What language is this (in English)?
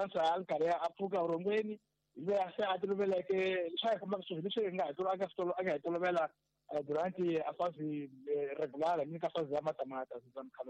Tsonga